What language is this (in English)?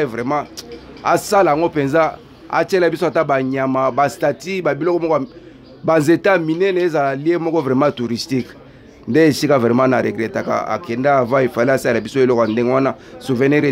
Lingala